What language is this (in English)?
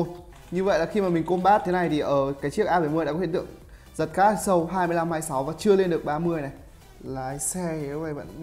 Vietnamese